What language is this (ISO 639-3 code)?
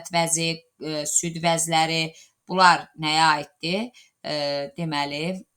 aze